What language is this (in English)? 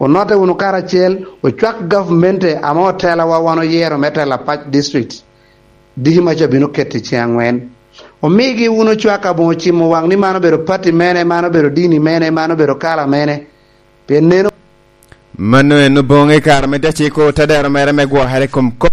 Lango (Uganda)